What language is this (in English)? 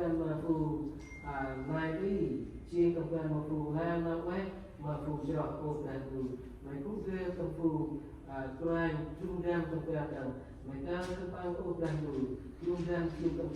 Central Mnong